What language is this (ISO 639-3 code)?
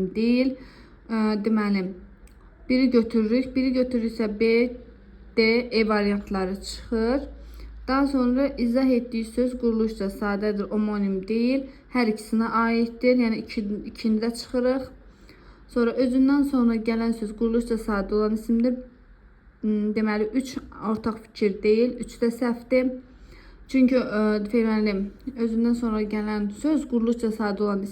aze